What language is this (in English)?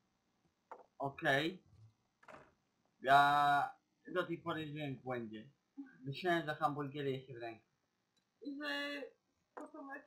Polish